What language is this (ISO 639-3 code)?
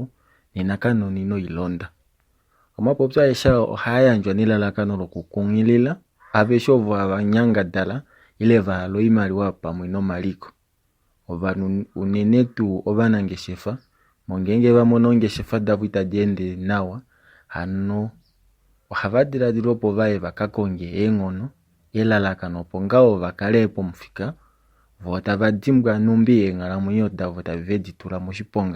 kua